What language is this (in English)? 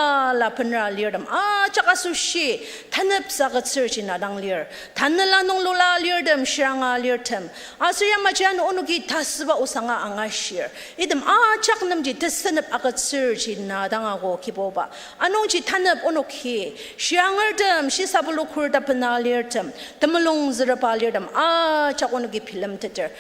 Ao Naga